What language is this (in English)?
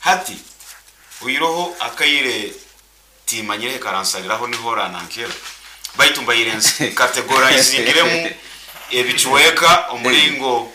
Nyankole